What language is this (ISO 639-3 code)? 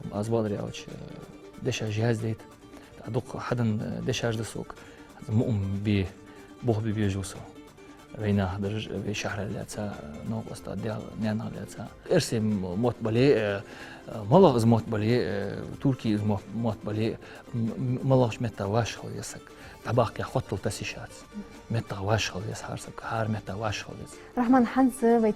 inh